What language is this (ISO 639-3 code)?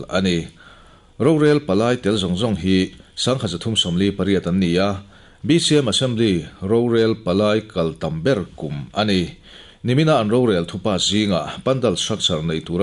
lus